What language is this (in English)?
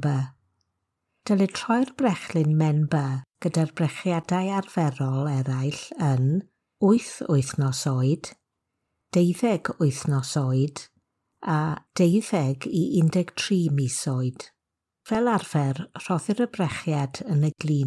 Welsh